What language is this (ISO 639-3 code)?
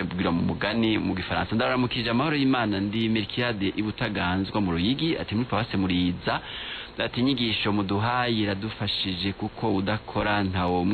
run